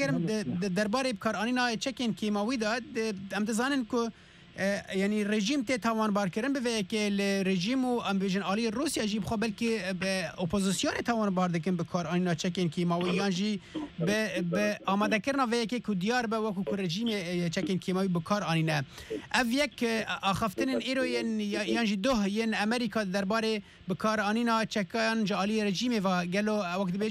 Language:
Kurdish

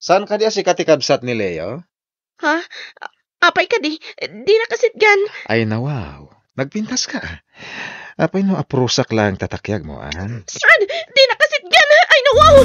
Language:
Iloko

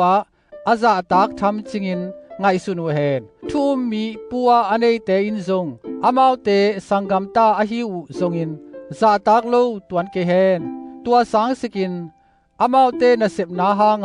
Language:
Tedim Chin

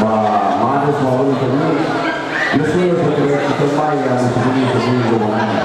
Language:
Nias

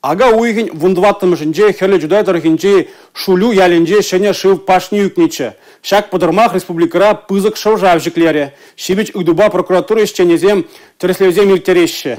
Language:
Chuvash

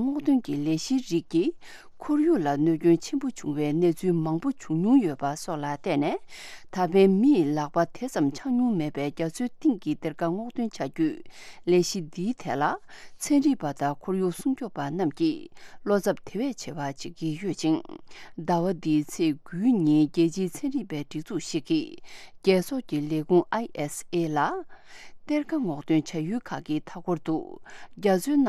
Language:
Tibetan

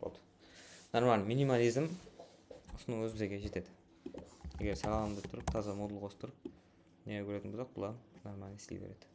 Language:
Kara-Kalpak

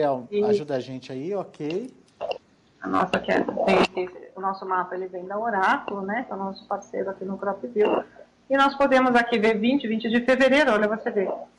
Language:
Portuguese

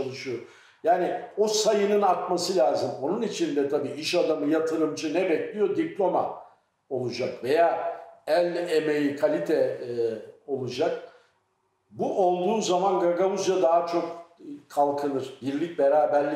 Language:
Gagauz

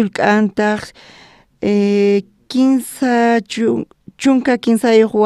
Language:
South Bolivian Quechua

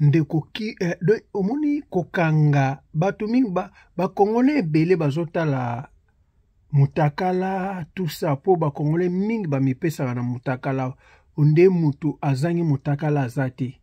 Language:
Lingala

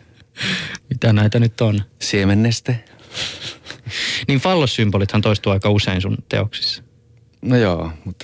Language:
Finnish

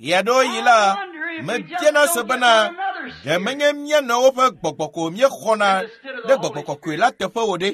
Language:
Ewe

